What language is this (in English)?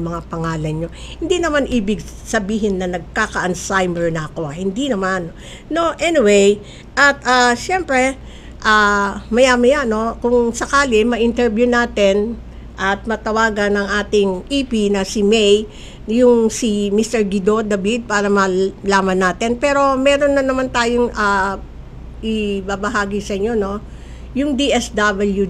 Filipino